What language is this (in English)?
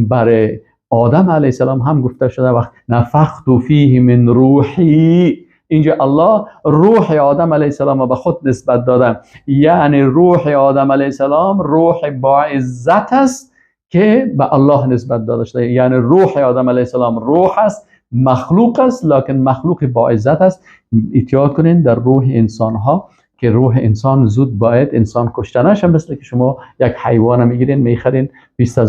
Persian